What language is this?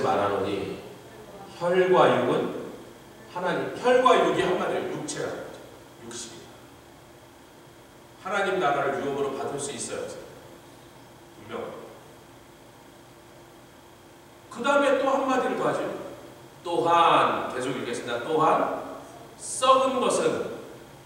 Korean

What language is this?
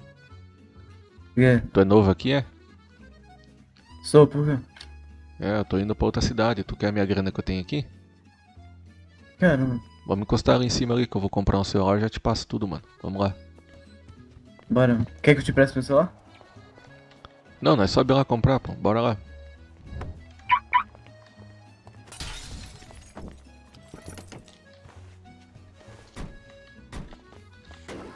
Portuguese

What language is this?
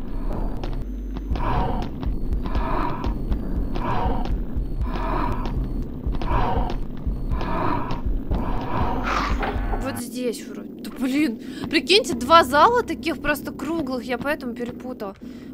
Russian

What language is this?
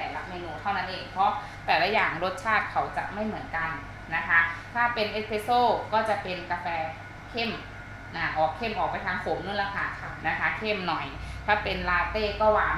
Thai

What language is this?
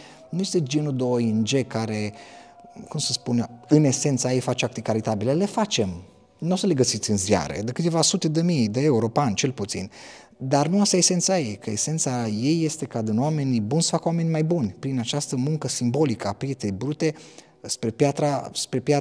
Romanian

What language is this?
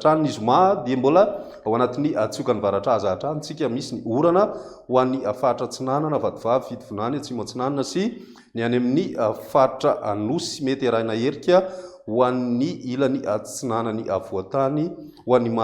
Malagasy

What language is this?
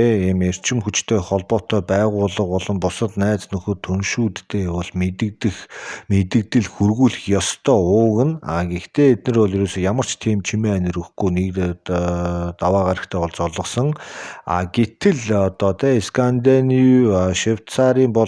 Mongolian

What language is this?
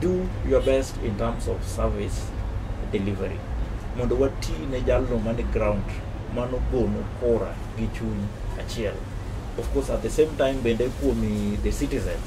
Luo (Kenya and Tanzania)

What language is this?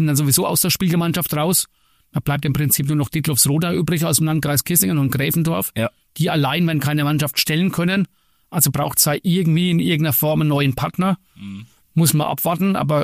German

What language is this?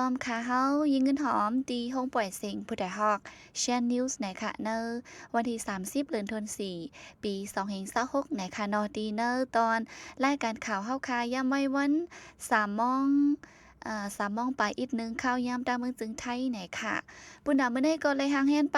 Shan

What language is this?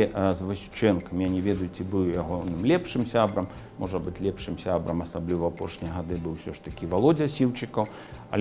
Belarusian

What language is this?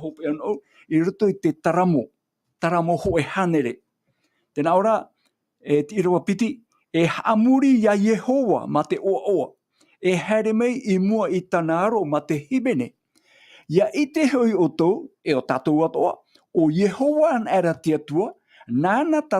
Tahitian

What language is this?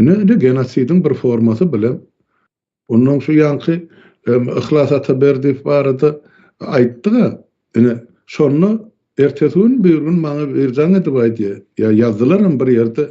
Turkmen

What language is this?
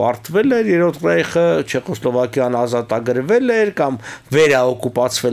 Armenian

